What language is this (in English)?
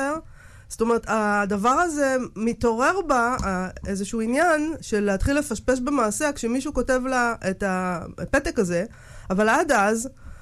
Hebrew